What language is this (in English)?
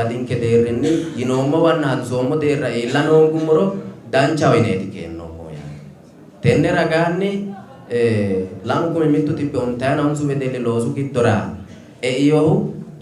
Sidamo